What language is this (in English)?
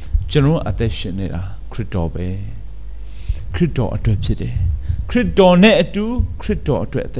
Burmese